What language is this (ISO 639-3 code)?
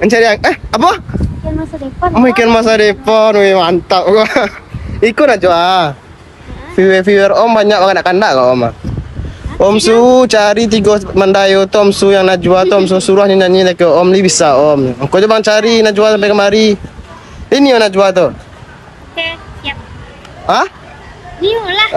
min